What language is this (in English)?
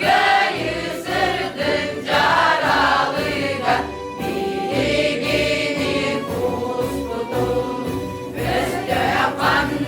Yakut